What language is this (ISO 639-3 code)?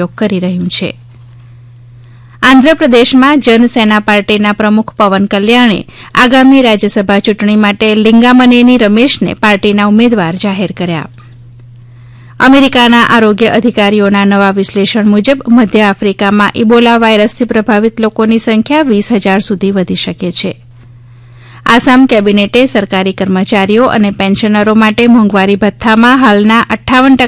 guj